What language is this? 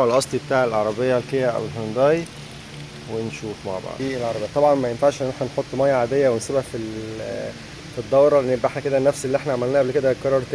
Egyptian Arabic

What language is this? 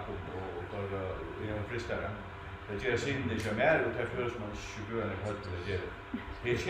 Faroese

